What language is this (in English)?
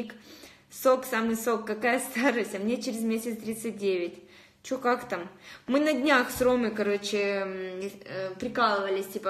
Russian